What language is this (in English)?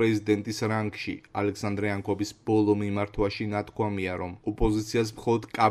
Georgian